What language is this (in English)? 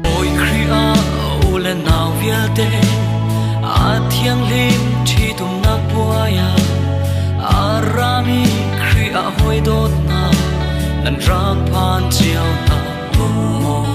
Hakha Chin